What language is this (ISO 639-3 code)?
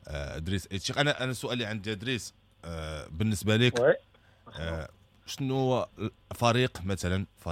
ary